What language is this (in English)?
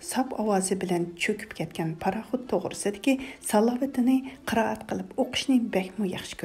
Uyghur